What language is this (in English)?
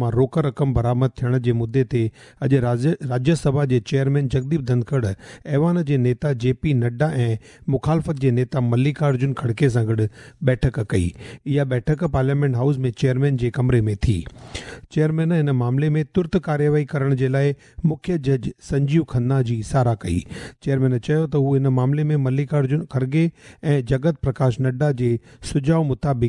Sindhi